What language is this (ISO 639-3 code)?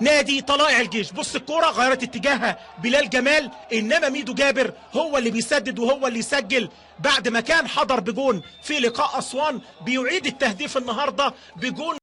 arz